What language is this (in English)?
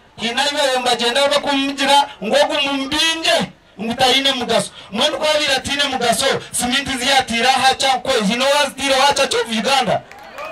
Nyankole